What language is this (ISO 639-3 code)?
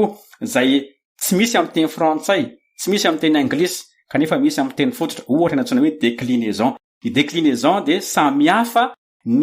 mlg